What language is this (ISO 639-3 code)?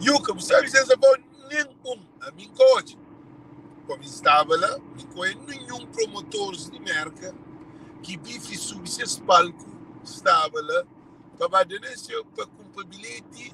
kea